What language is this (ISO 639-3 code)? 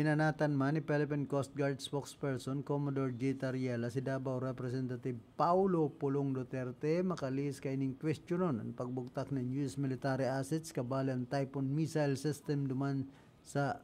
bik